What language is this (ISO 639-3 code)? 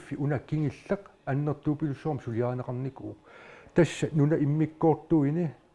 kal